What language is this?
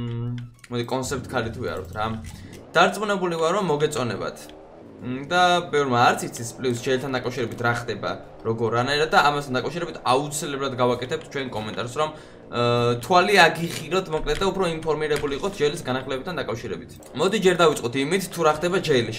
Georgian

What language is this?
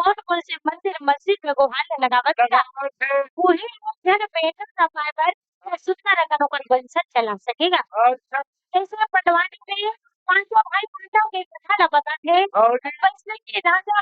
Chhattisgarhi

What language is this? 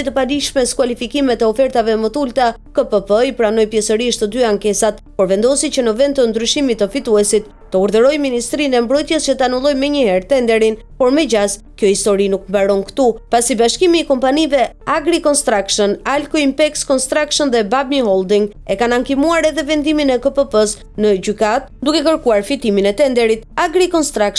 Albanian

